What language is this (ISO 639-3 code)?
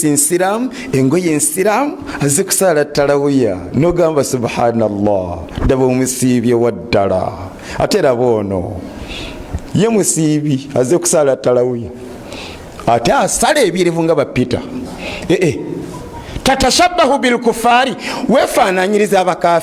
lug